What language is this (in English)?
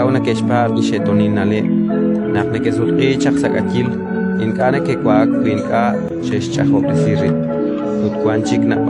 Kekchí